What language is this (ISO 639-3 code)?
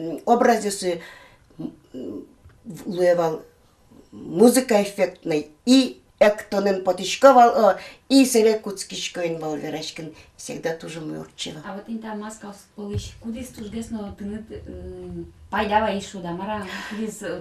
udm